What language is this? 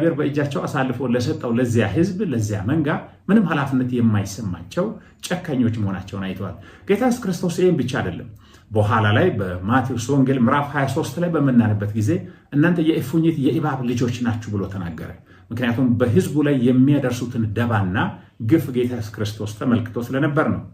Amharic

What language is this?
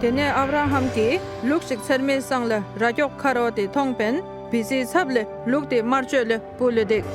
Dolpo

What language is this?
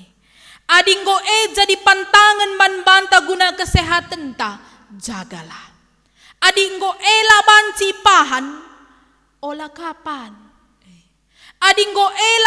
Batak Karo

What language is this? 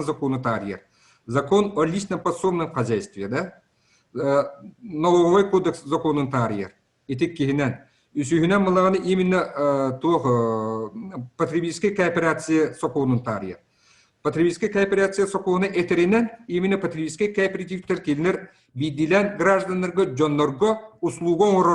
Yakut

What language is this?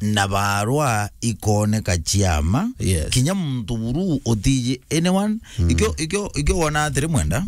Meru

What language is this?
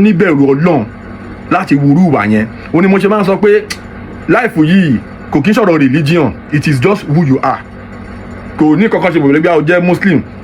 Yoruba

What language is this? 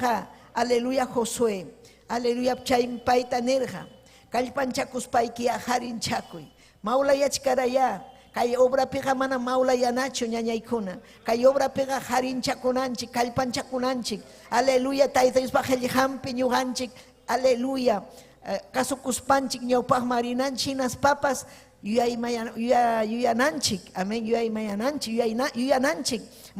Ayacucho Quechua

